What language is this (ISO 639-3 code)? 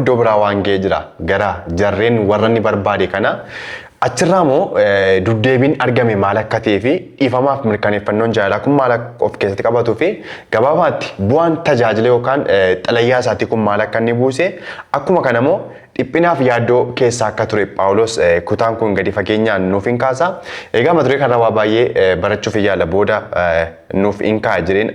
orm